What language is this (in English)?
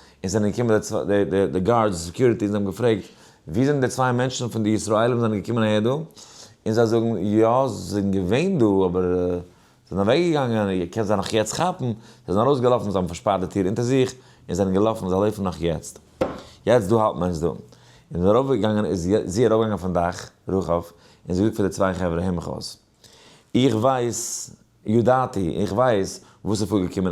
Yiddish